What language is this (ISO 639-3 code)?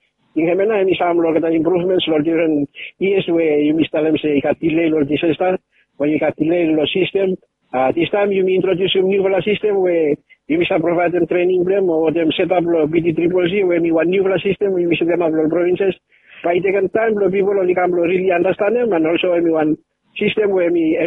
bis